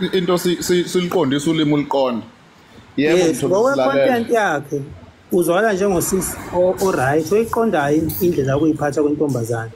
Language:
Zulu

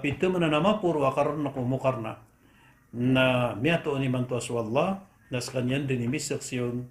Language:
Maranao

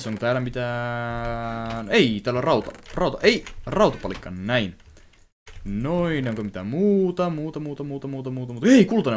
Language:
Finnish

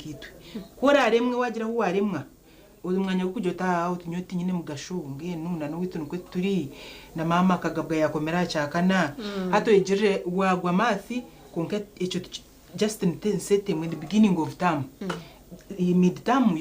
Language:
Nyankole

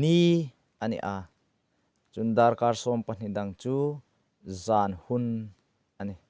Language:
Hmar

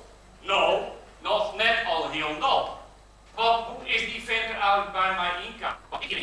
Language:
Western Frisian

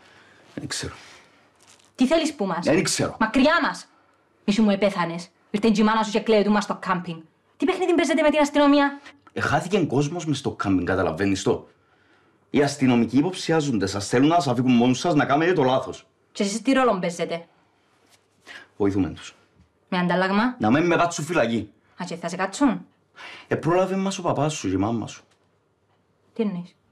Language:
Greek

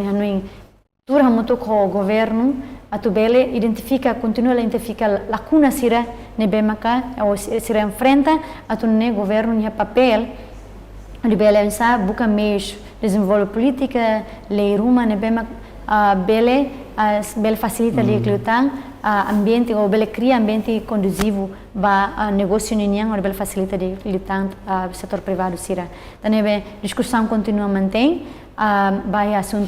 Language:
Tetum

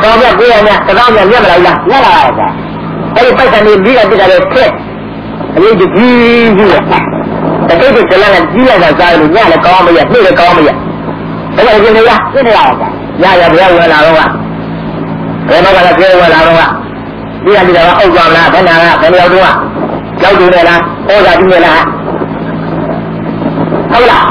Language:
Burmese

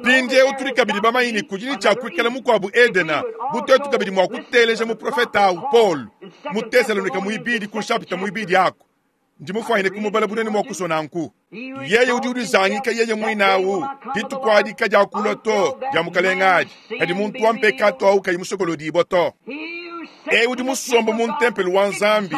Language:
Luba-Lulua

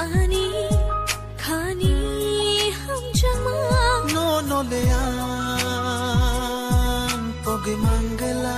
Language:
Kok Borok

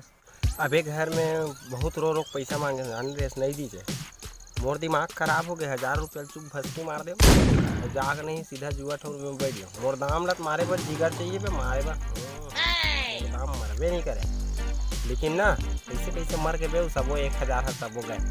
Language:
Chhattisgarhi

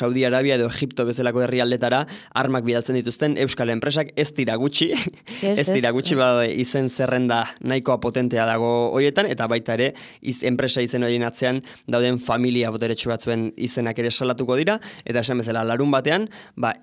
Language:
Basque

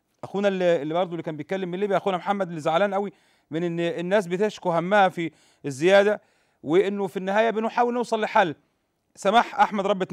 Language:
Egyptian Arabic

